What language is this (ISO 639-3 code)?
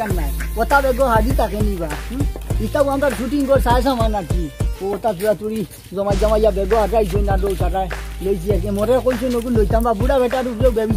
syl